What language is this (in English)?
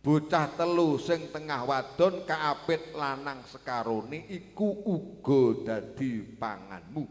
Javanese